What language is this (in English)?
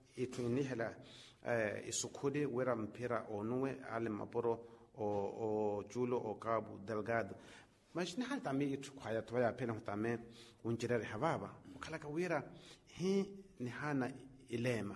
Makhuwa